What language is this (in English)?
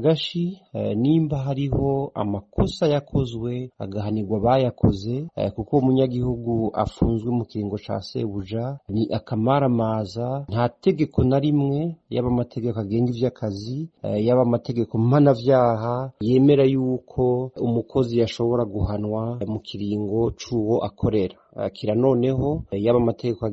Rundi